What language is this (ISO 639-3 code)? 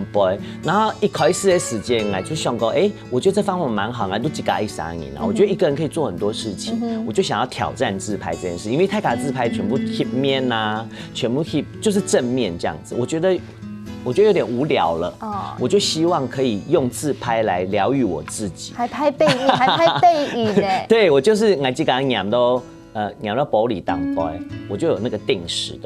hak